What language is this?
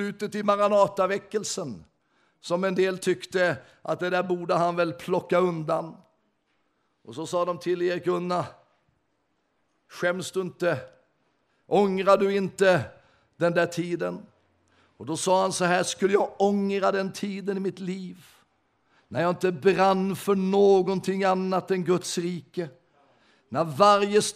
Swedish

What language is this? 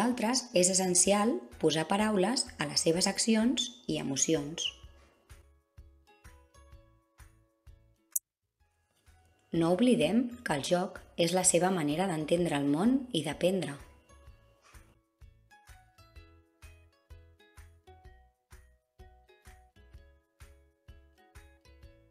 Catalan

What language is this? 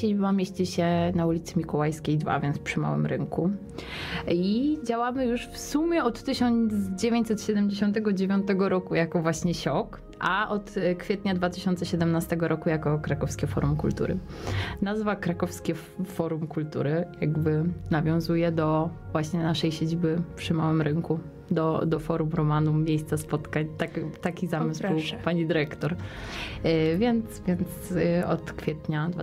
Polish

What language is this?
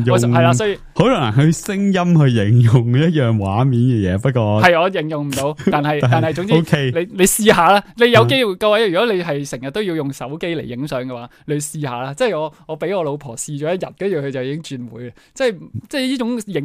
Cantonese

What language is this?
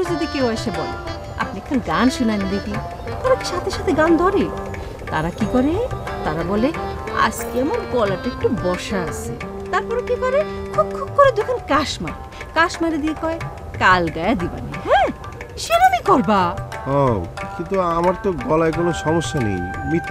Bangla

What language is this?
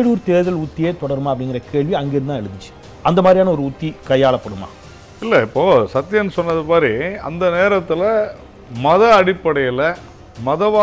Tamil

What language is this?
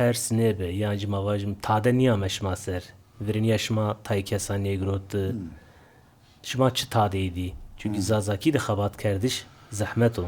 Zaza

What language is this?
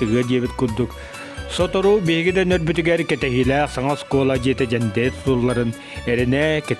Yakut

